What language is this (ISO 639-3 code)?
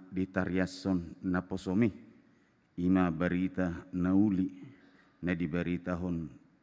bbc